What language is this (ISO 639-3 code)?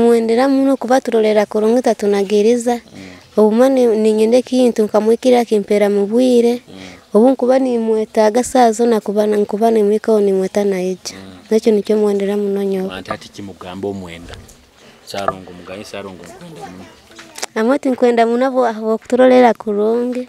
nyo